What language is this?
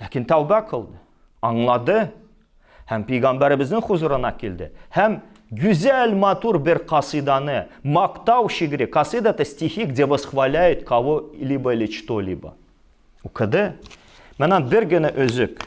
Tatar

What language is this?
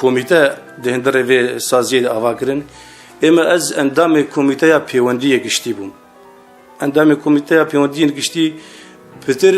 Kurdish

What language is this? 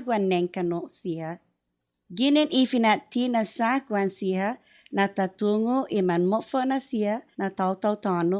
Chamorro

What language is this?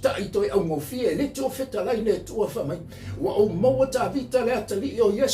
Samoan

